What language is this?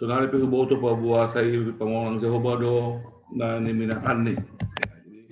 Batak Simalungun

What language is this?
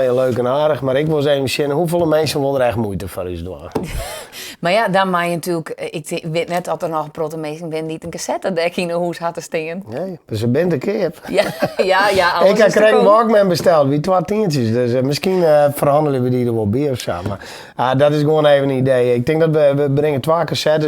Western Frisian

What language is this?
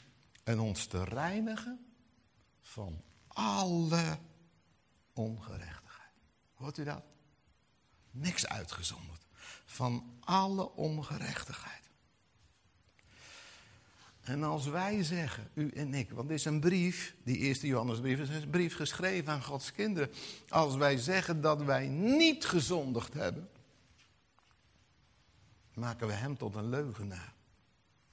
Dutch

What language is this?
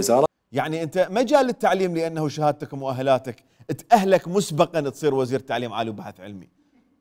Mesopotamian Arabic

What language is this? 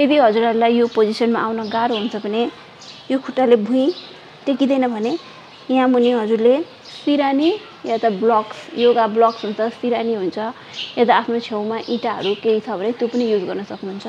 Nepali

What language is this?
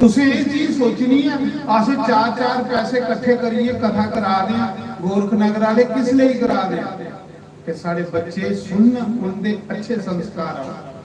Dogri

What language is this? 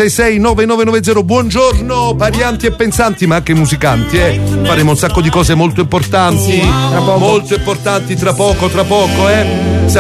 Italian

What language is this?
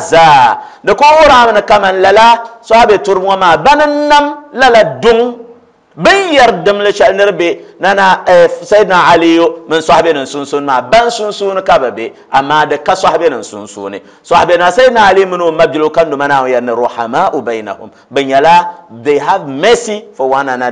Dagbani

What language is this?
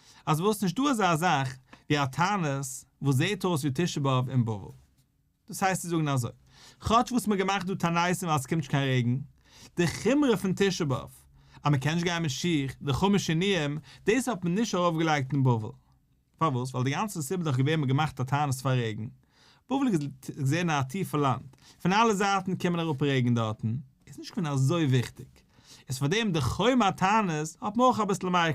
Yiddish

